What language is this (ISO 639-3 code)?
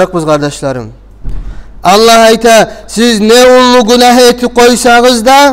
kum